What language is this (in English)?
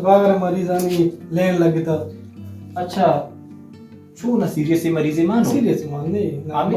Baluchi